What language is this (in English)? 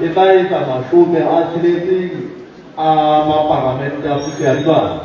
Southern Sotho